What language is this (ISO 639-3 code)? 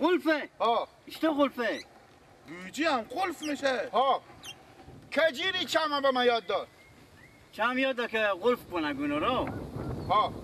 fas